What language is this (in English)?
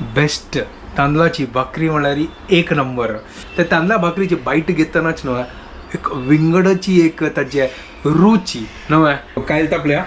Konkani